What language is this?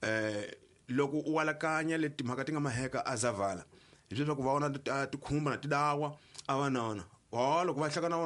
Tsonga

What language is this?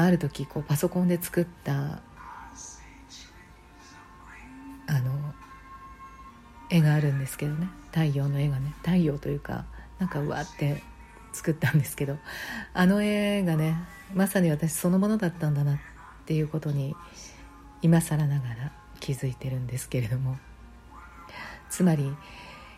Japanese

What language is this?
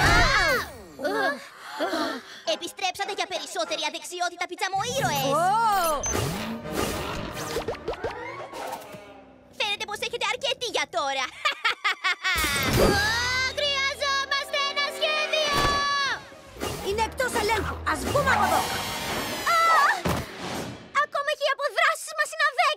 Greek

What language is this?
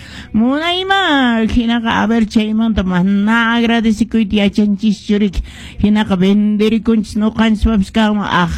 Quechua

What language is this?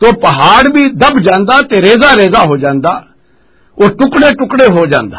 Western Panjabi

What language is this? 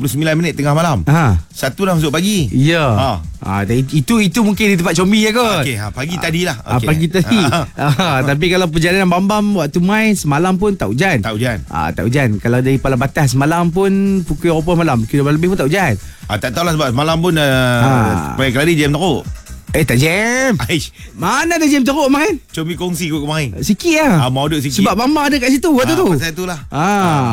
Malay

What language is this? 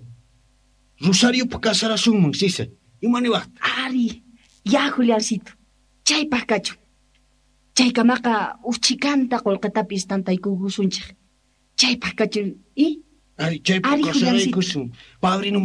Quechua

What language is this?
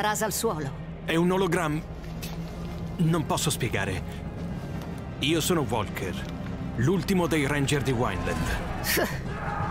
Italian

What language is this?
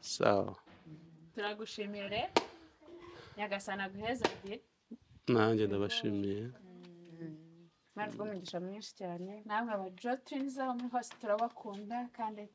Kinyarwanda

